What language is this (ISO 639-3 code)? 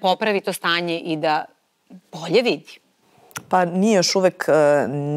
srp